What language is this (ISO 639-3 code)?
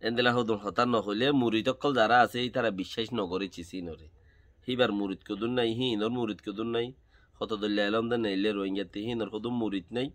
rhg